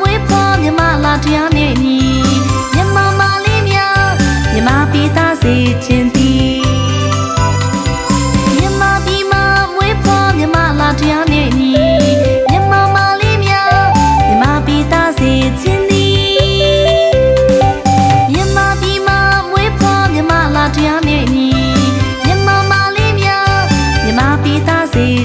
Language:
Burmese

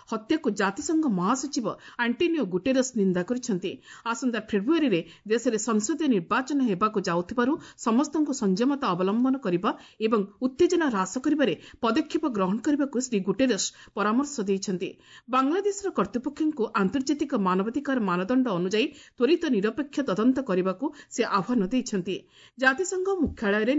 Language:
Odia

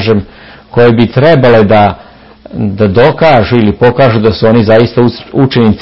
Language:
Serbian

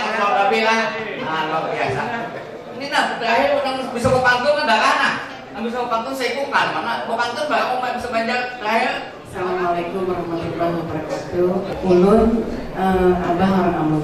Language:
Banjar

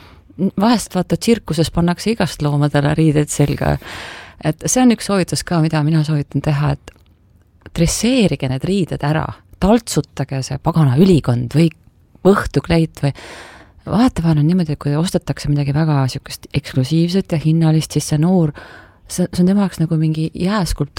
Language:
Estonian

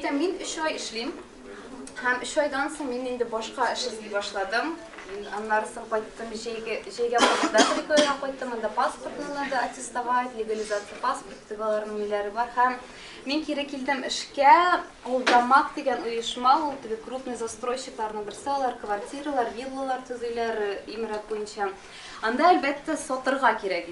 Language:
Tatar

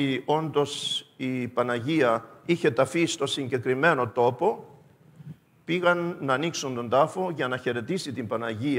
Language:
Greek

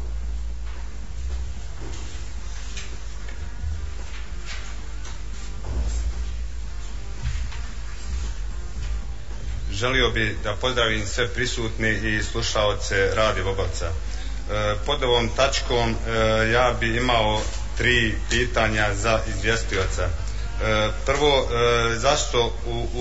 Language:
Bosnian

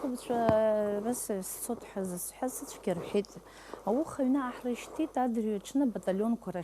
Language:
Abkhazian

